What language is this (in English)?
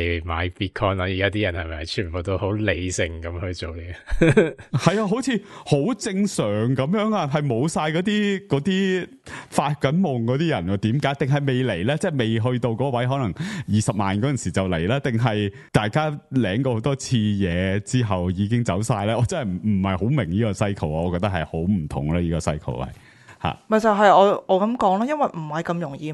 Cantonese